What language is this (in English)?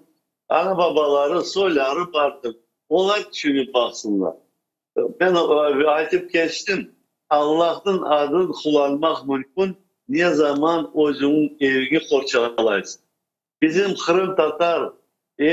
Crimean Tatar